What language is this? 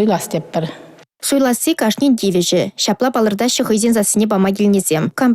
Chuvash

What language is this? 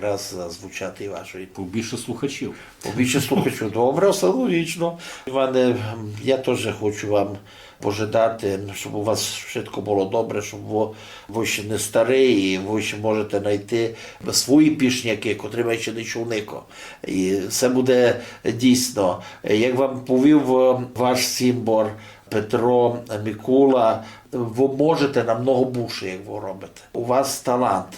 Rusyn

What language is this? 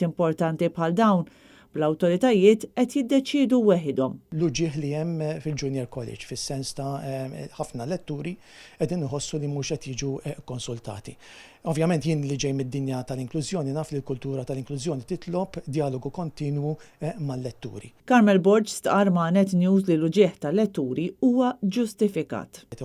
Maltese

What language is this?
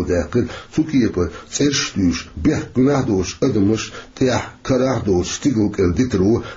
Chechen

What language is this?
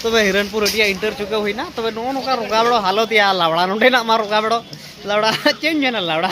Santali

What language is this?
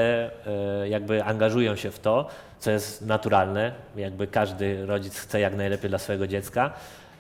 Polish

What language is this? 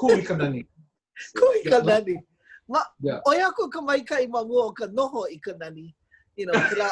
Hawaiian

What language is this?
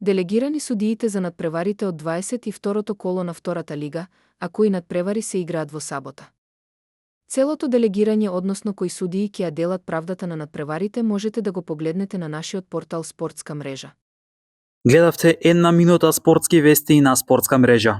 Macedonian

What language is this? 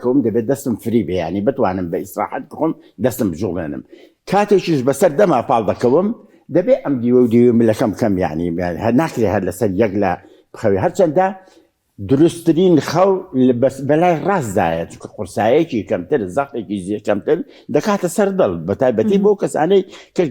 Central Kurdish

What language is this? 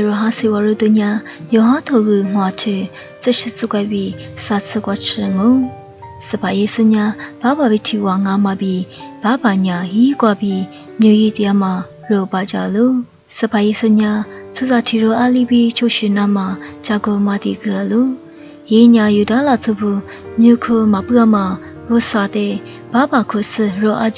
Lisu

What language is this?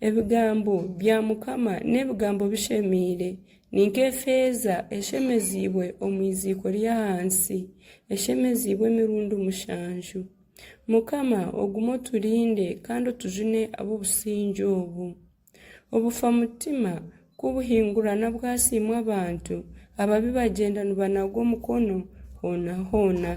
Nyankole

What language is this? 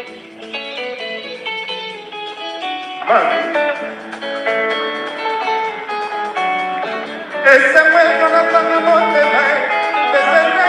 Lingala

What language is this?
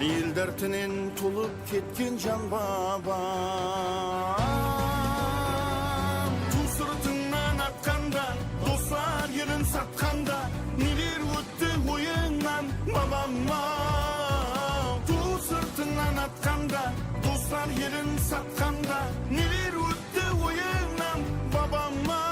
Kara-Kalpak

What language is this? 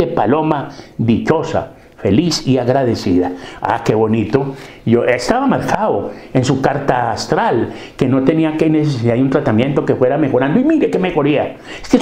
Spanish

